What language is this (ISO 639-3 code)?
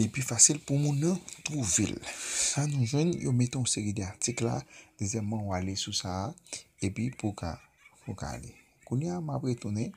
hat